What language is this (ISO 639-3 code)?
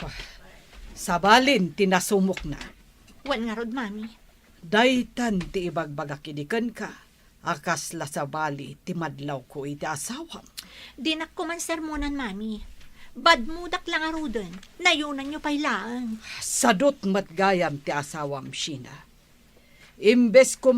ilo